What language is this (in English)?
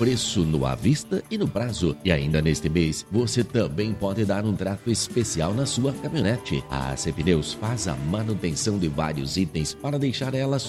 Portuguese